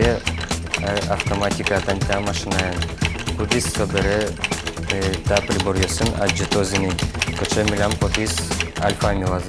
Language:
Udmurt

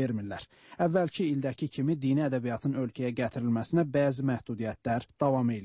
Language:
Azerbaijani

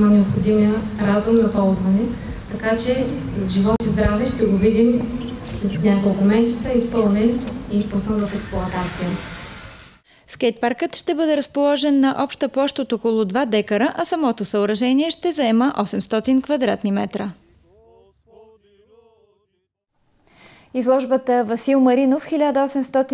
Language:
Bulgarian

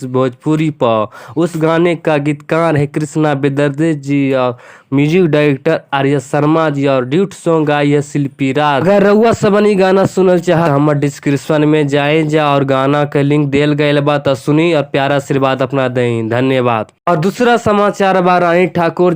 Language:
Bhojpuri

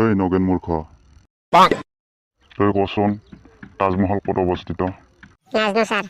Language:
Assamese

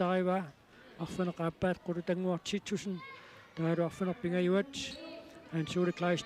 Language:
Kalaallisut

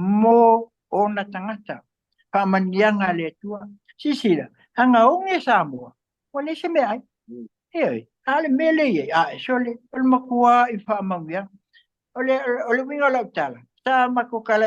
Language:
Samoan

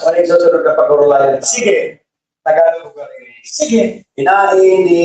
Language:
Bikol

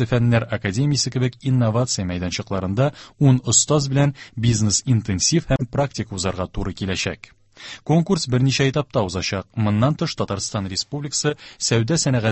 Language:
Tatar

